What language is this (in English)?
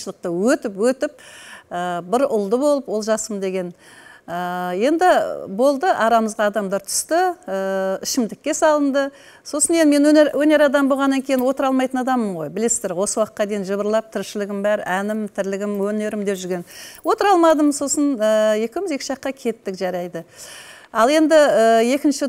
Kazakh